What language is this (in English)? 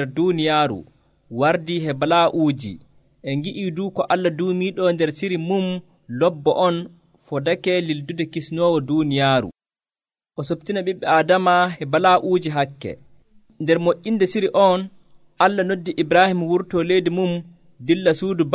Nigerian Fulfulde